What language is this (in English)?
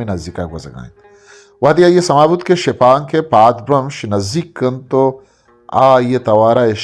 Eastern Balochi